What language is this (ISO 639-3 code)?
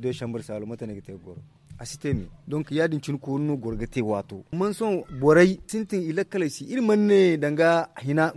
dje